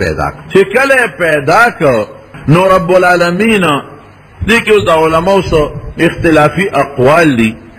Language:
Pashto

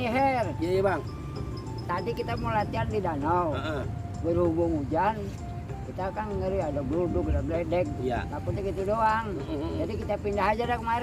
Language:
Betawi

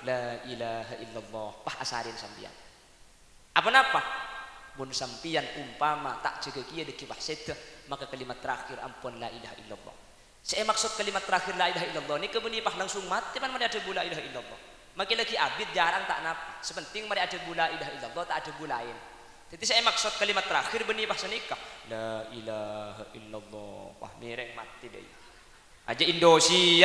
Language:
Madurese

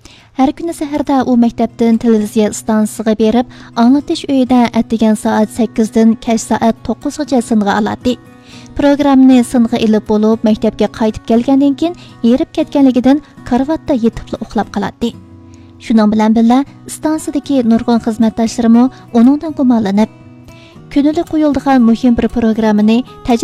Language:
Uyghur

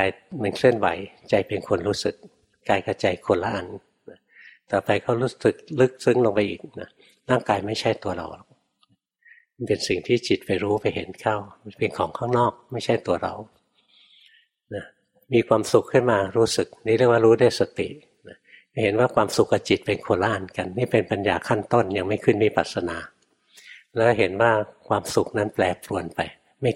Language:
Thai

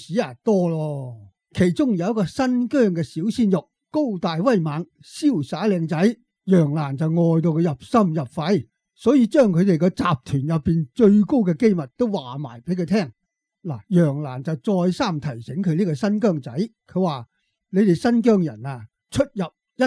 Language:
Cantonese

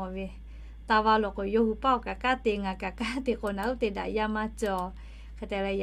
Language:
Lahu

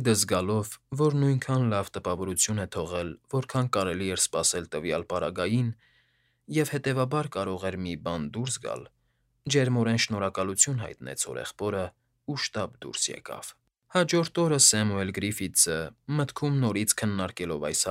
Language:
Armenian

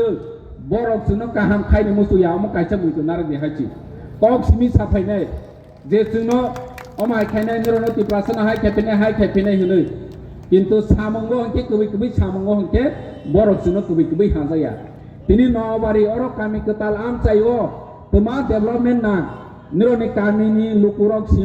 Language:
Kok Borok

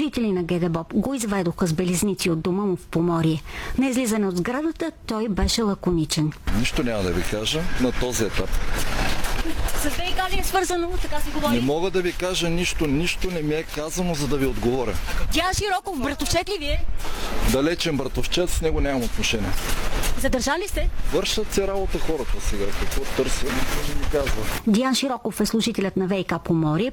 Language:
Bulgarian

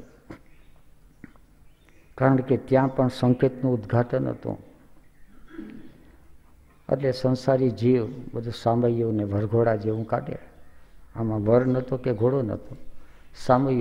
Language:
Gujarati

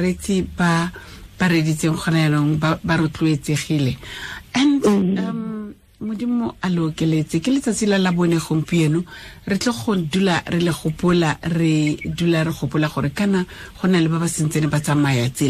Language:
Tswana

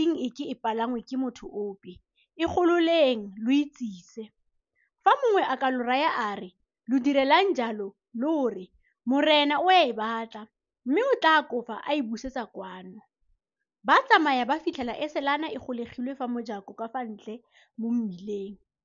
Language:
Tswana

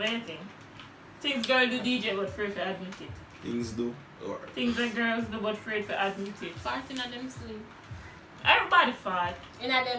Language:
Jamaican Creole English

